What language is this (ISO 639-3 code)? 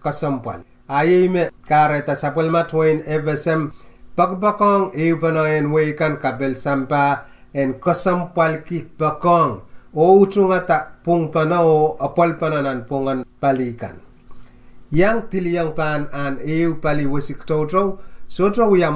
pon